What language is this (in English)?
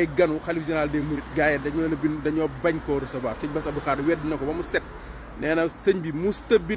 Wolof